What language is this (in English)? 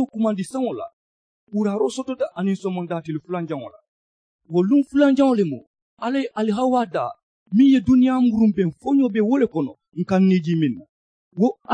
Mandingo